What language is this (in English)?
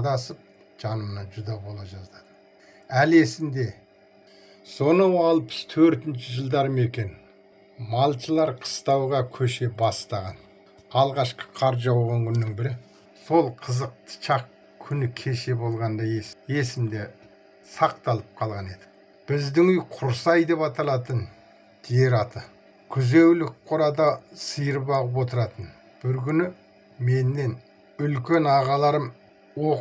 Kazakh